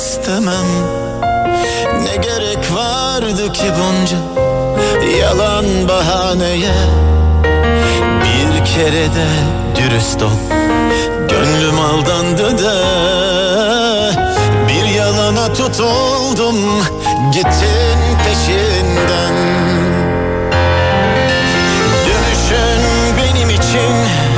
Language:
Turkish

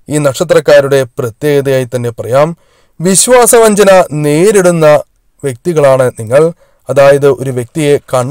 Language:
Malayalam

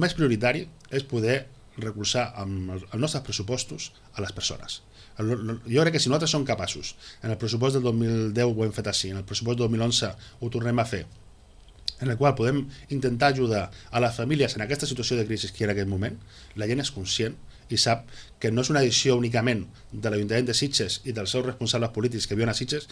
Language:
Catalan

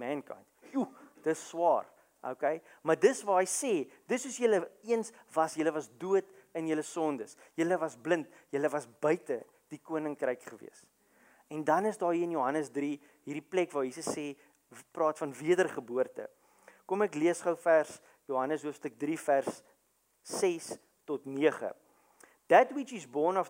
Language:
Afrikaans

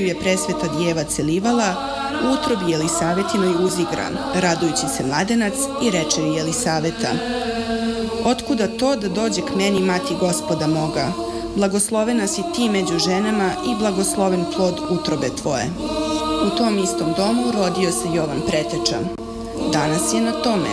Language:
Serbian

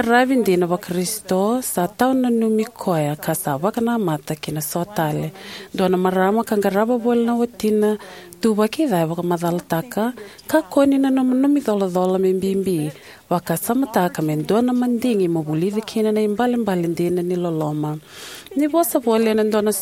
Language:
Fijian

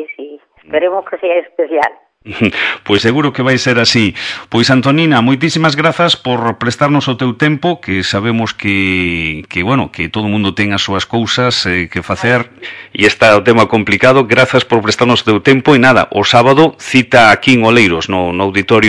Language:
Galician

